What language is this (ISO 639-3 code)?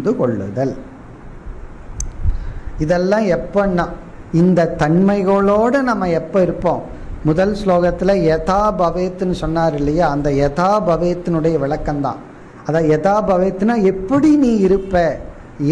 tam